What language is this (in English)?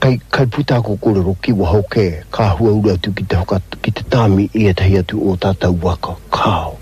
Māori